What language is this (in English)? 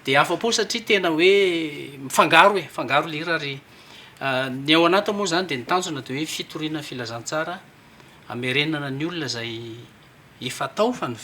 Malagasy